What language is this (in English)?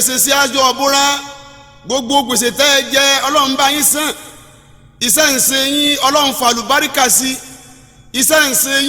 Yoruba